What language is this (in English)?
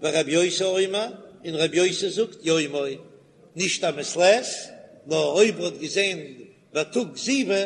Yiddish